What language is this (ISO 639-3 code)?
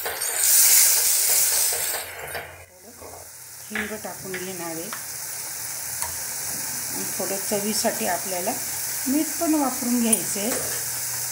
mar